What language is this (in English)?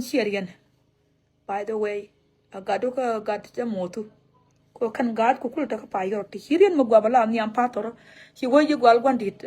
Nuer